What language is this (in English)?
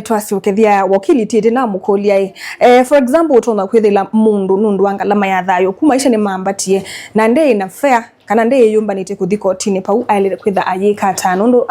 Kamba